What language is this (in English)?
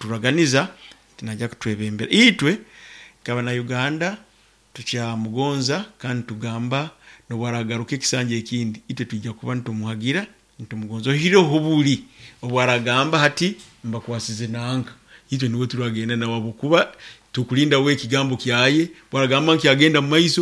Nyoro